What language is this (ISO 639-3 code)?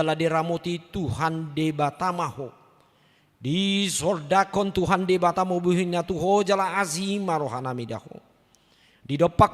bbc